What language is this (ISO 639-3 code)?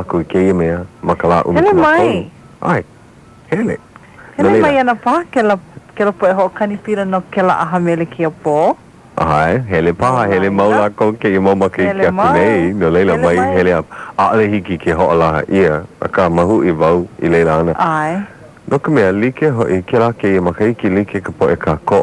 haw